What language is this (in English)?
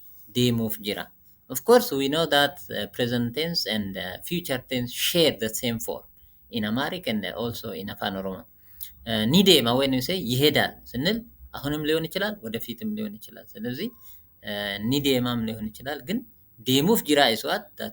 Oromo